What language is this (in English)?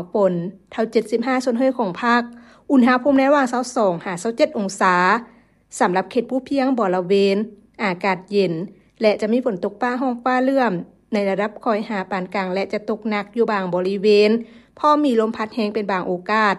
Lao